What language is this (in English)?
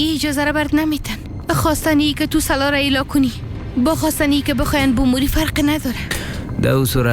Persian